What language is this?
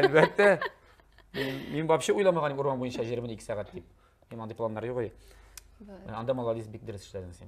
Tatar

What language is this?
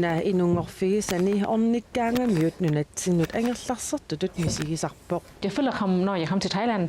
Kalaallisut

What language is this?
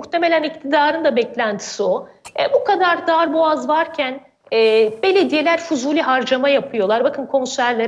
Turkish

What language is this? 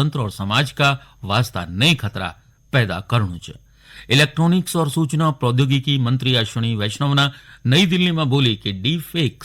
Garhwali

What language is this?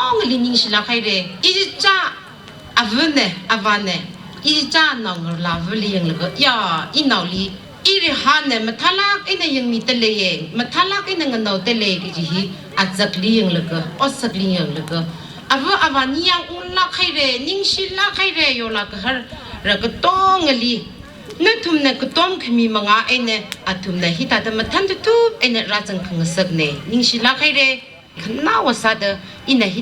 Tangkhul Naga (India)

